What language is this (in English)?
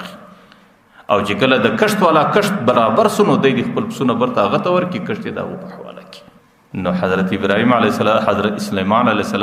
Pashto